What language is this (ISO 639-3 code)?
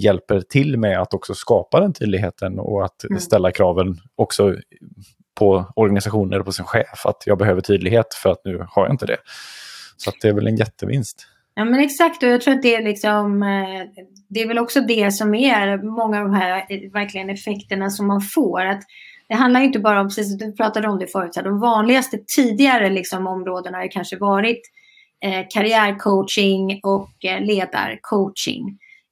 swe